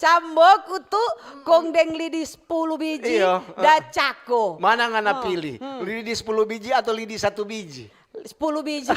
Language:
Manado Malay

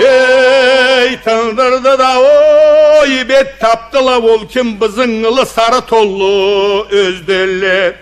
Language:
Karachay-Balkar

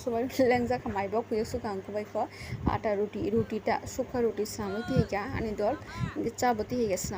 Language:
Kok Borok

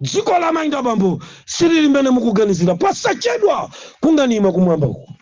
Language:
Nyanja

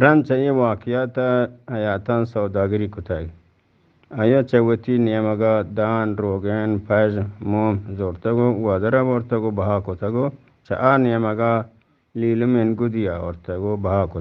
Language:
Eastern Balochi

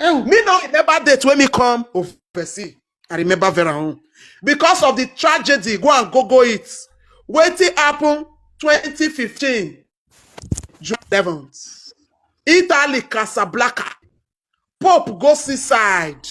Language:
Nigerian Pidgin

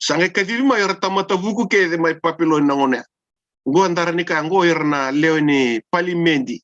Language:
Fijian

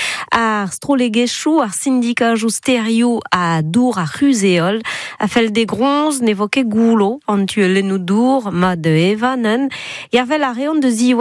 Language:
Breton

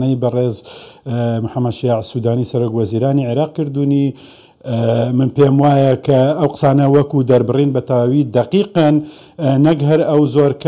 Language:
Central Kurdish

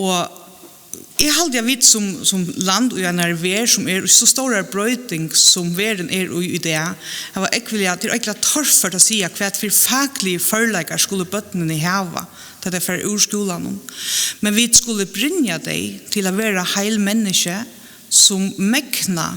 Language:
Faroese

